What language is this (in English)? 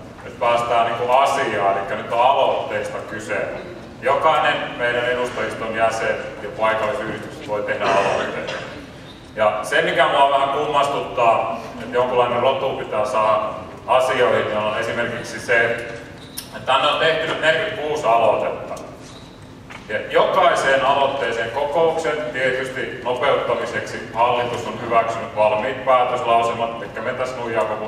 Finnish